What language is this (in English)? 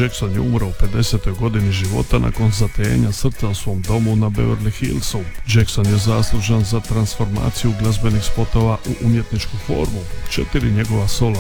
Croatian